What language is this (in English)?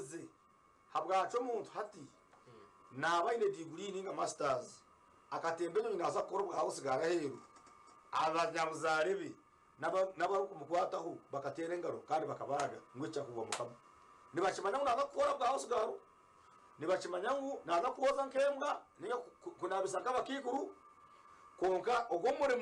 Nyankole